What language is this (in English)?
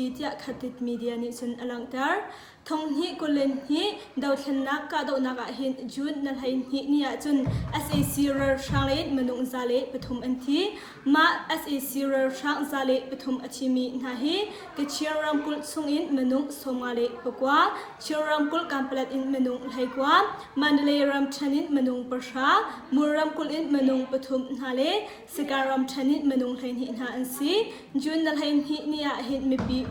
Hakha Chin